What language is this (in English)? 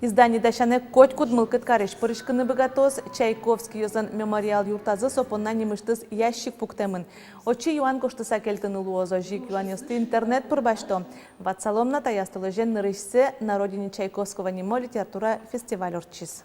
Udmurt